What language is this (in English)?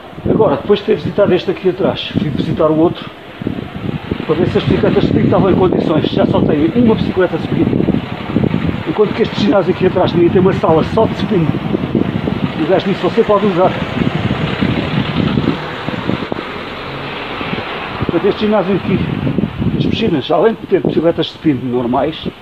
Portuguese